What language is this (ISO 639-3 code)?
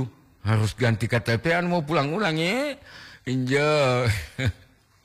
gor